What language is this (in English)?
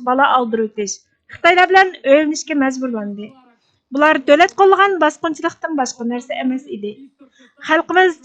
Uyghur